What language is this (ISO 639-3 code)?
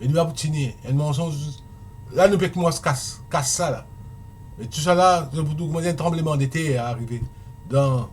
mfe